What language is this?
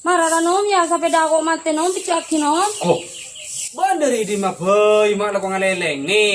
Madurese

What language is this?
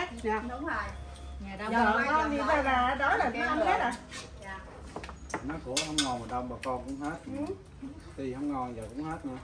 Vietnamese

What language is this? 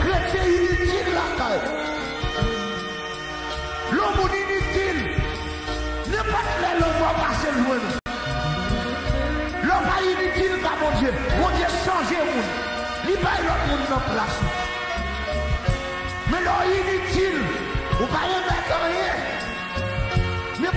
French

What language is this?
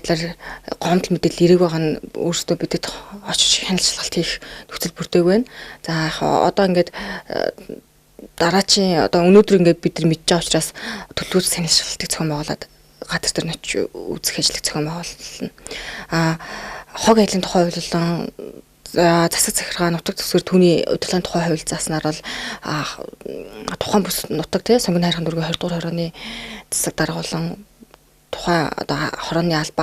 Mongolian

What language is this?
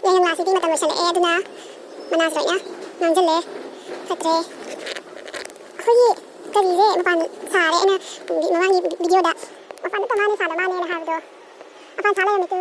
Manipuri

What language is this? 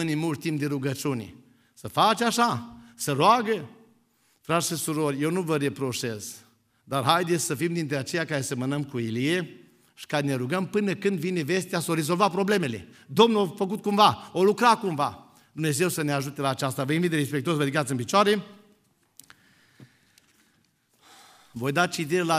Romanian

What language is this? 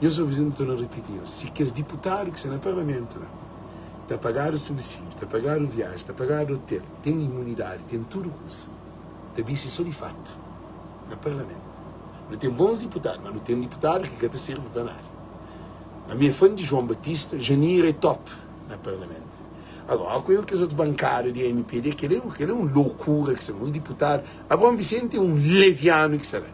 Kabuverdianu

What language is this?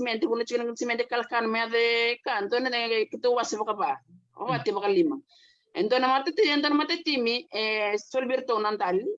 Fijian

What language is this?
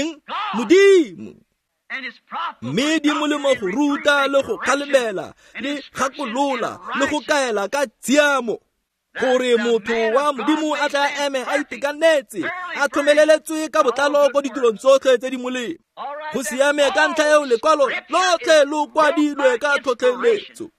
Tswana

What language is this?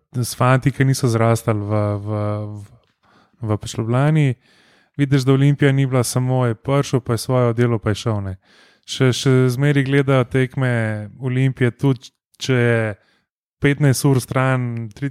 Slovenian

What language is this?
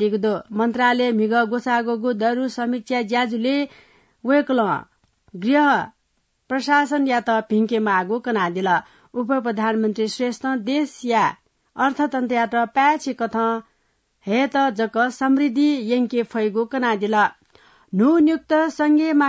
Newari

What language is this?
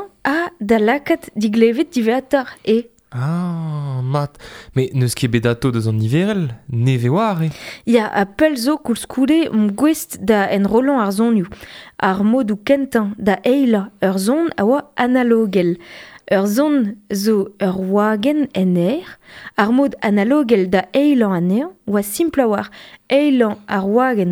Breton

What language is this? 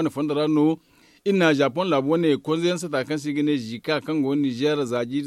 Zarma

